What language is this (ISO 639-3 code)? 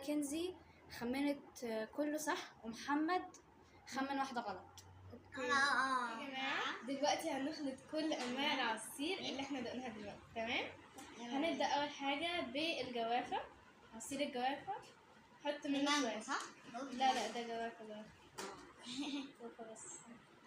arz